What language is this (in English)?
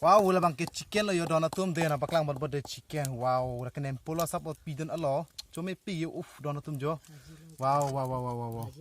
Karbi